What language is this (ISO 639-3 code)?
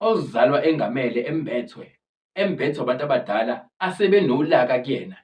zul